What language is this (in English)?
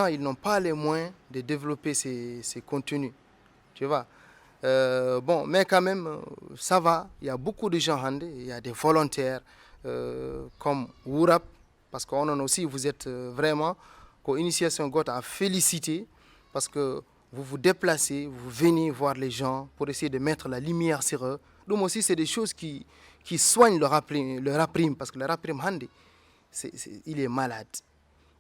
Fula